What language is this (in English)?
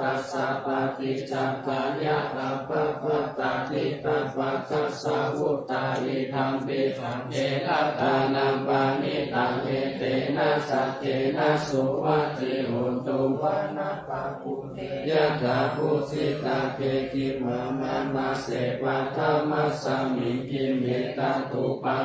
Pali